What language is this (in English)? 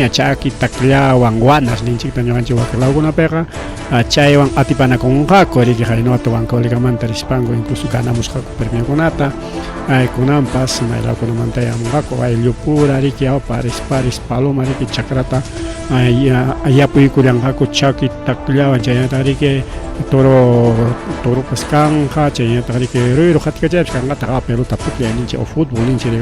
Ayacucho Quechua